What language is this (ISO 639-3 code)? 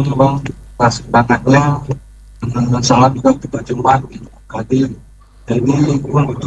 ind